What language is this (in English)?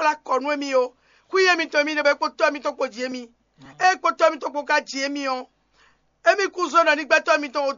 Fon